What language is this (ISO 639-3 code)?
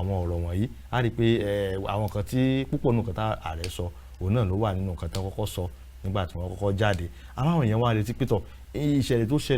yor